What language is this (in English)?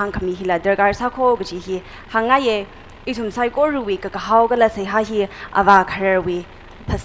Tangkhul Naga (India)